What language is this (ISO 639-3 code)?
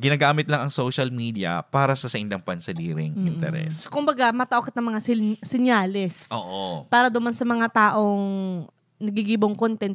bik